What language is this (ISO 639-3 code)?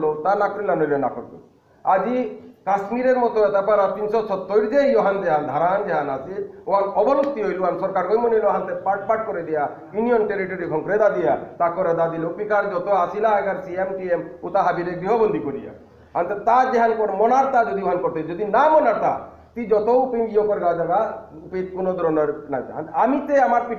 bpy